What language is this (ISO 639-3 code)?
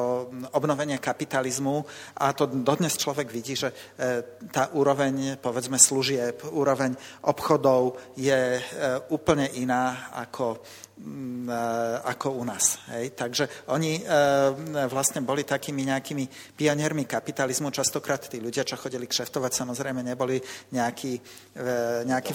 slk